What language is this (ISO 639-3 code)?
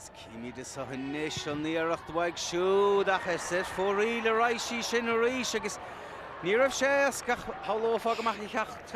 gle